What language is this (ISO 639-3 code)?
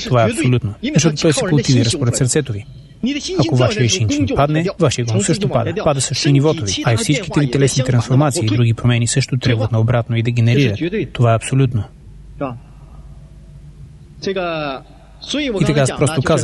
bul